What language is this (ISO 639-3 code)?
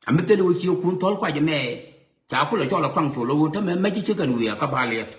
nus